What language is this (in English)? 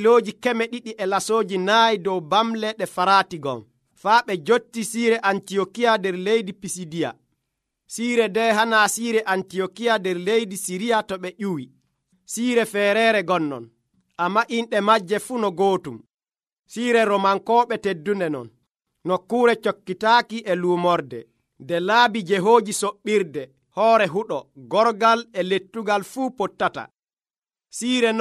Nigerian Fulfulde